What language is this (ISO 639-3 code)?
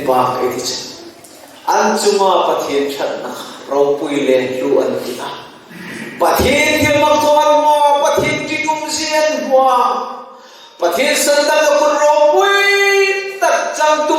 hmr